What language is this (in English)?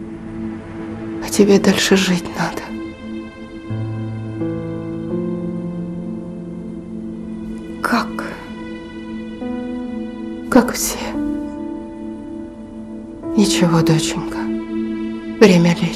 Russian